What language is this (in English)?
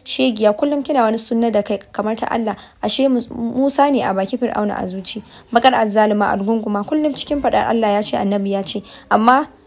Hausa